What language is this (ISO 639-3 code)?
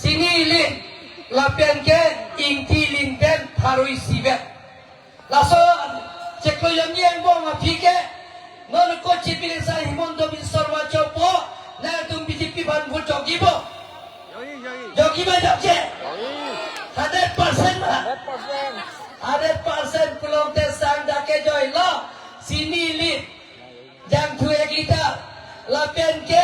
mjw